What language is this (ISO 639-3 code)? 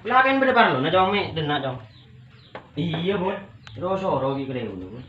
mad